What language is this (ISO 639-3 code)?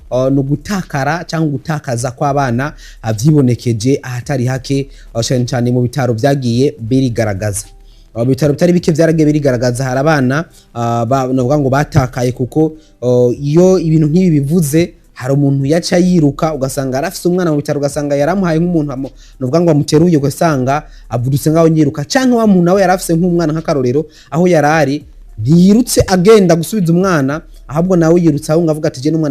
run